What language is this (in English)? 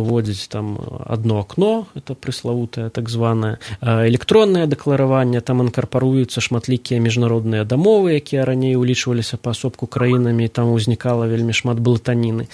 Belarusian